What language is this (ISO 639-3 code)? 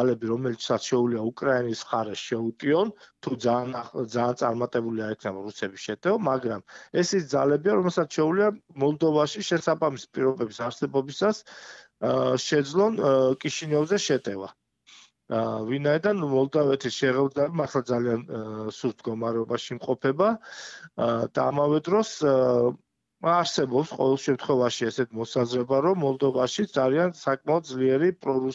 kat